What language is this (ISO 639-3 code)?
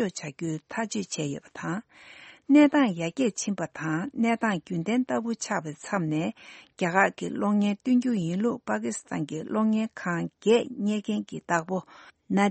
bod